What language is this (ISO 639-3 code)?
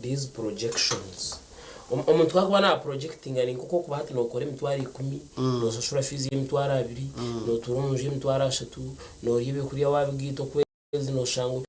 nyn